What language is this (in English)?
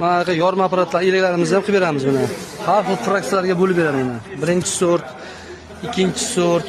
Uzbek